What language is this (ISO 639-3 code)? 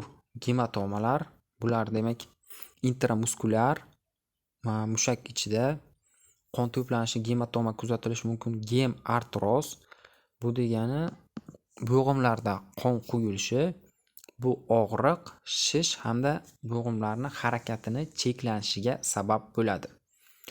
uzb